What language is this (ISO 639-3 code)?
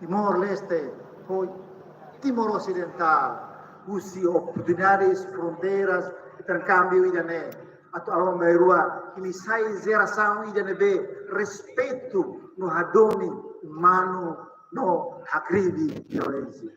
tet